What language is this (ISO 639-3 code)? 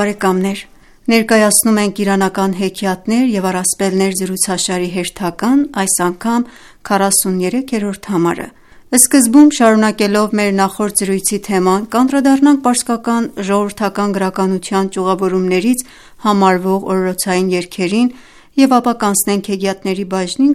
hye